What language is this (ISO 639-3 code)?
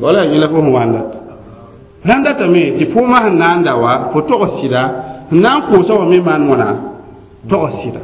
mos